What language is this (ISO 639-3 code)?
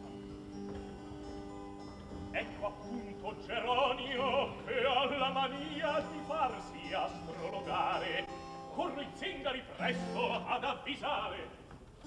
ita